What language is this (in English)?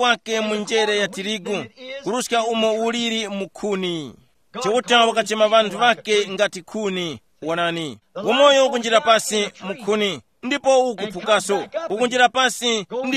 Tumbuka